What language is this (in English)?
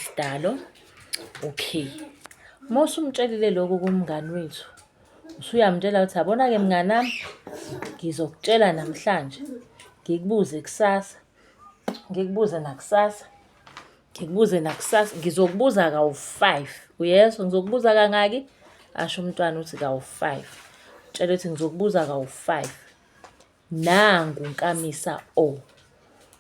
Zulu